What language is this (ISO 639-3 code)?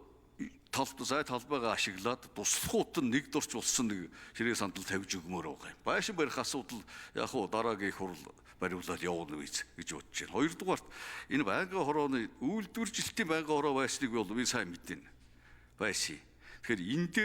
mon